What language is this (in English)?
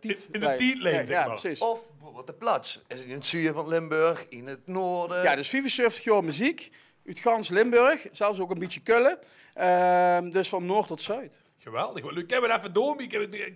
Limburgish